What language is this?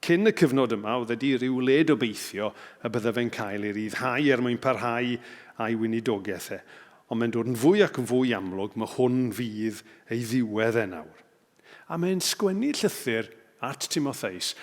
Welsh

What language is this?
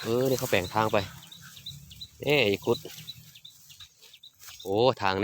Lao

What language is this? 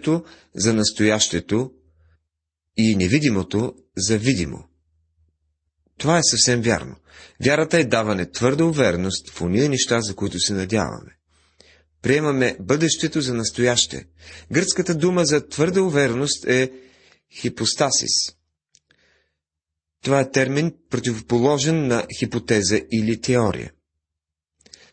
Bulgarian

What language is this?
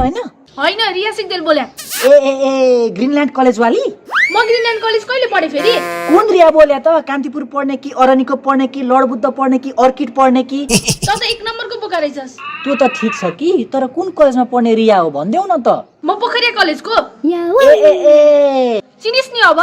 Nepali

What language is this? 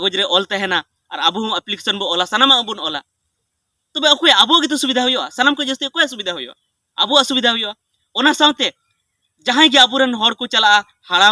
Santali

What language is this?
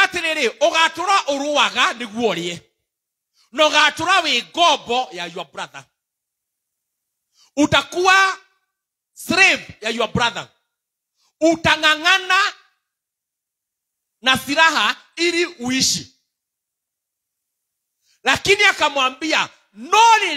Swahili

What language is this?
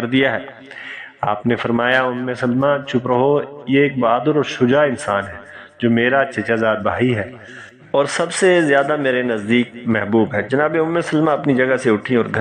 Urdu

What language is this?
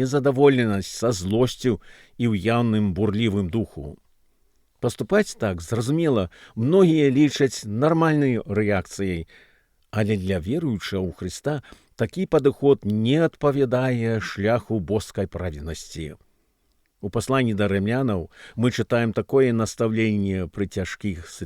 Belarusian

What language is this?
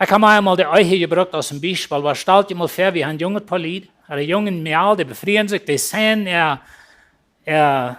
Plautdietsch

